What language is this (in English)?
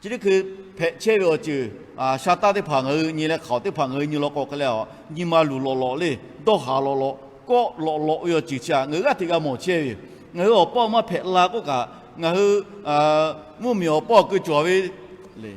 Lahu